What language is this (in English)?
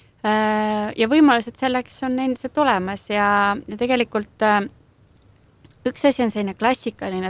Estonian